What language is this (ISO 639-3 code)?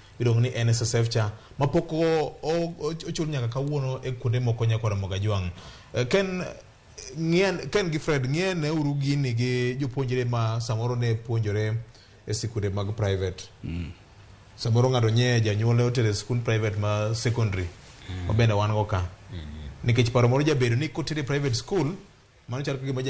luo